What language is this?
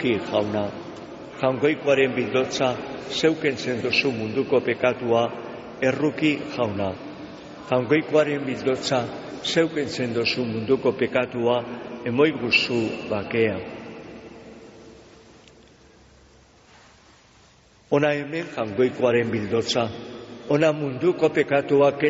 Basque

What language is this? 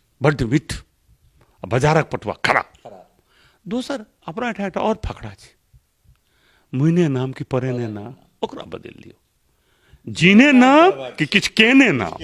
Maithili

